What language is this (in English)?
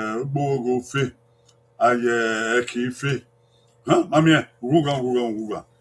Bini